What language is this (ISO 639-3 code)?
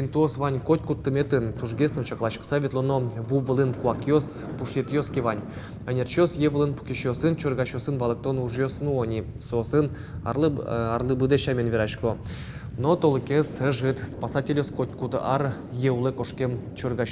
udm